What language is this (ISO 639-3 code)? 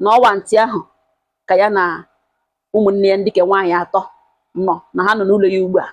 ibo